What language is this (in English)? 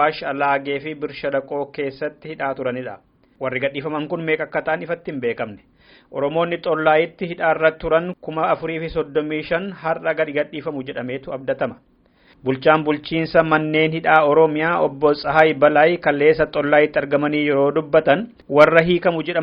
Oromo